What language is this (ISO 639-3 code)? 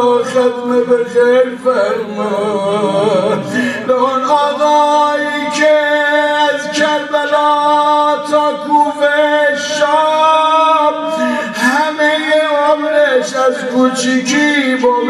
fas